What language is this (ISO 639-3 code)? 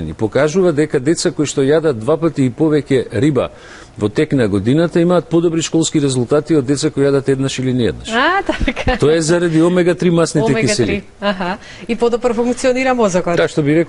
mkd